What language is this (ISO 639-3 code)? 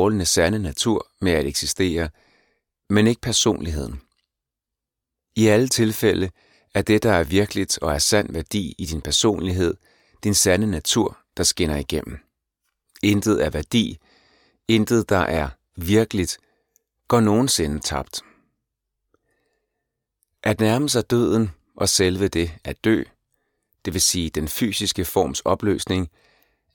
dan